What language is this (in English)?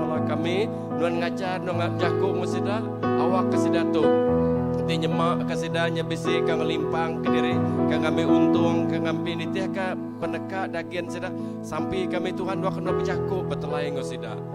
Iban